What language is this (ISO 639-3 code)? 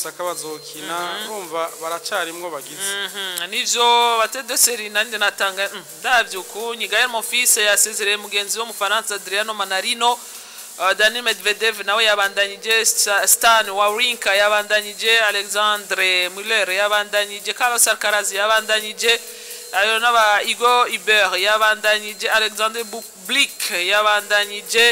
run